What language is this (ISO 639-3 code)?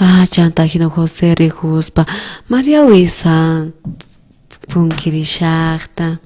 quh